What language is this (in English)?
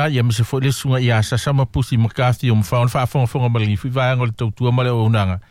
Samoan